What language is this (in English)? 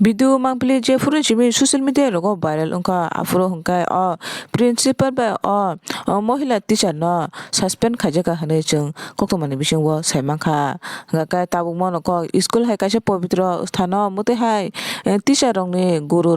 Kok Borok